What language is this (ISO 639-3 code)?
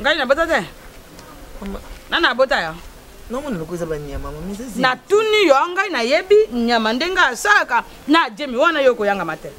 lin